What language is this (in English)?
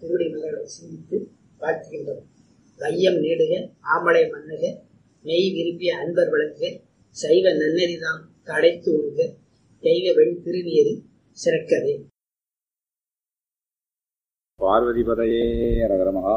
Tamil